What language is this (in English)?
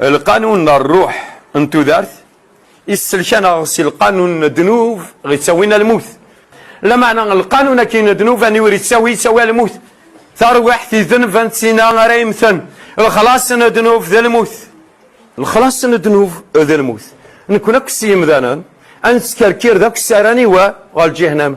Kabyle